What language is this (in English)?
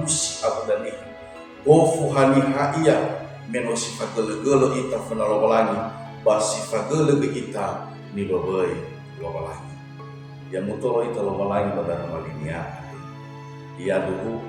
Nias